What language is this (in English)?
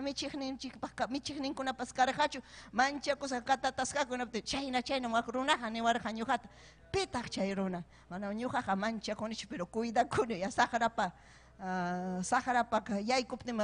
Ayacucho Quechua